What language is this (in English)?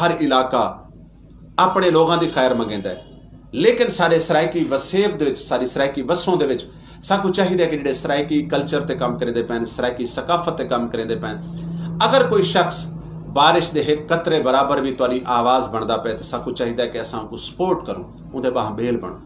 Saraiki